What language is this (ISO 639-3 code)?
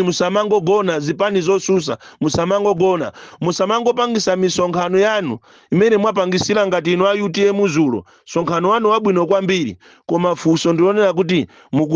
nya